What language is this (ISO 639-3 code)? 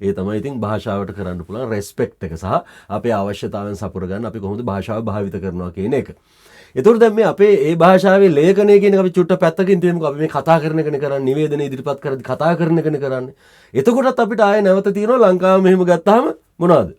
sin